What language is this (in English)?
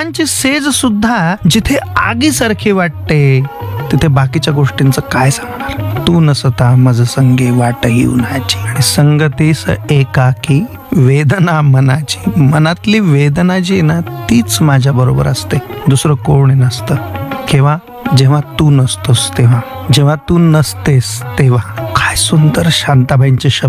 Marathi